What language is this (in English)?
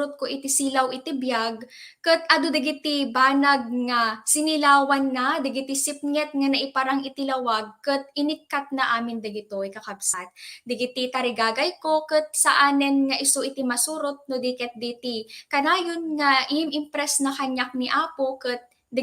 Iloko